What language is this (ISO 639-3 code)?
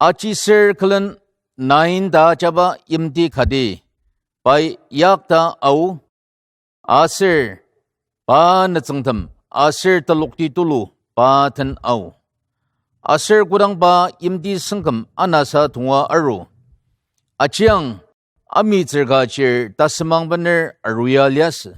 njo